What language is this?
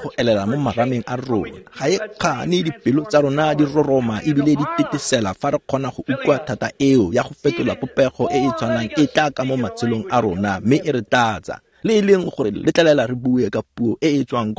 Tswana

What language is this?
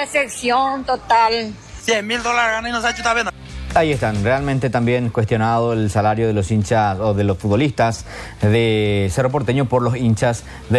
Spanish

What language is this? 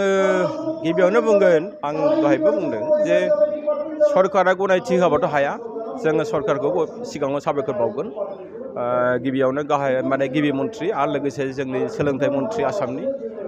Bodo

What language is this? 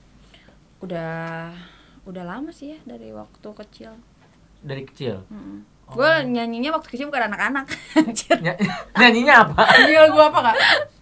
Indonesian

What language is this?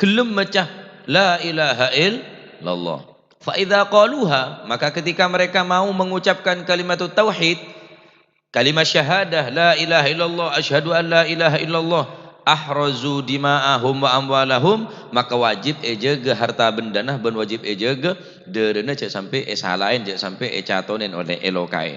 Madurese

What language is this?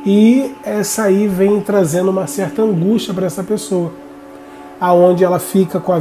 Portuguese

